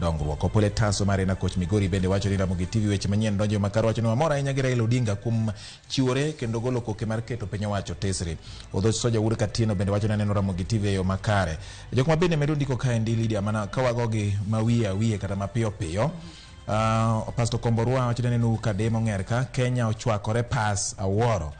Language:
Luo (Kenya and Tanzania)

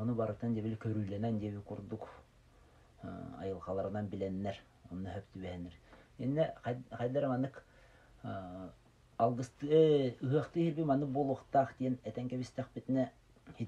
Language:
Yakut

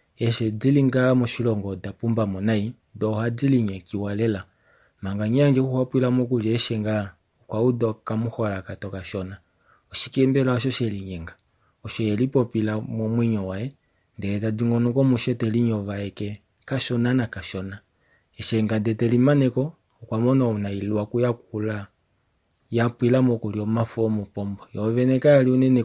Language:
Kuanyama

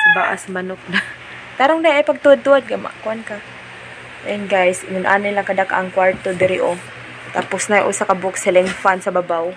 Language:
Cebuano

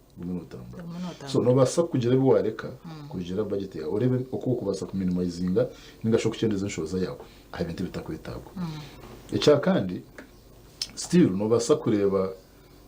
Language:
Nyankole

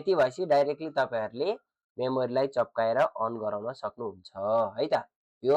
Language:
Nepali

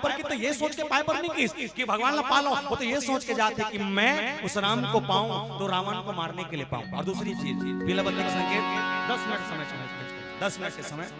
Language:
Chhattisgarhi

